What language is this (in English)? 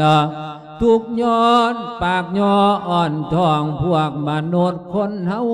Lao